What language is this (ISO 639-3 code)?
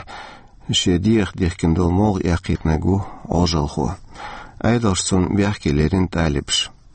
che